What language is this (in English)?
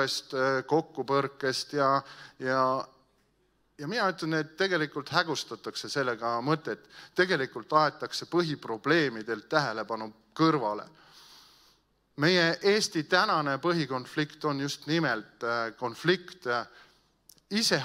Estonian